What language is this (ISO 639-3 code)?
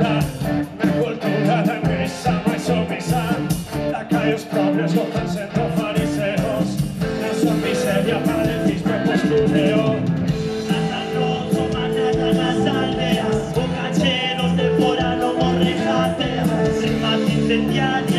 glg